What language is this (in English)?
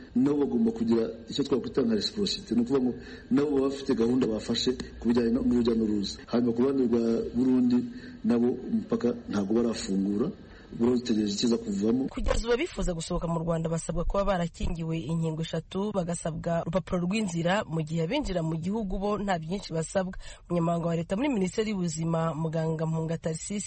Kinyarwanda